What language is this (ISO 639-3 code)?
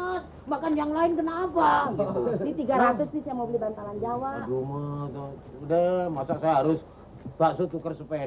bew